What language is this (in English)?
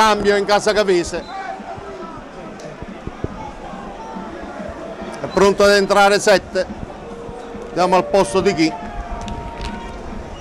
Italian